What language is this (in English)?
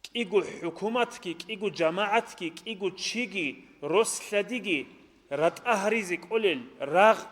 Avaric